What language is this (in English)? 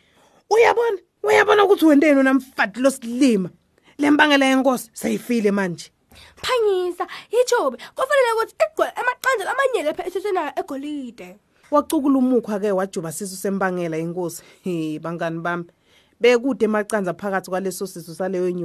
Swati